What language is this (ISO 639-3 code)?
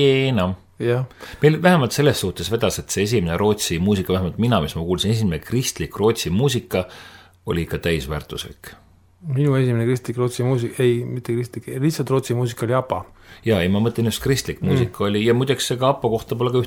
est